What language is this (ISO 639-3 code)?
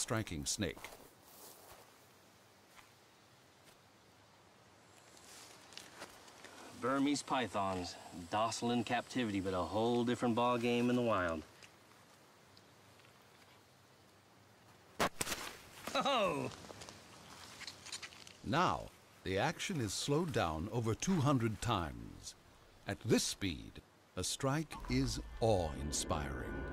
eng